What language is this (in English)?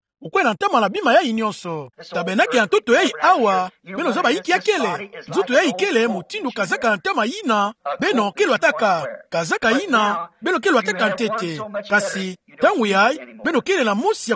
Kituba (Democratic Republic of Congo)